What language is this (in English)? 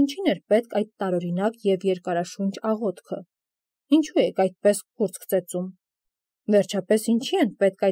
Armenian